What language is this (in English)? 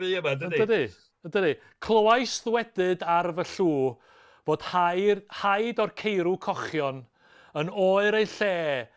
Welsh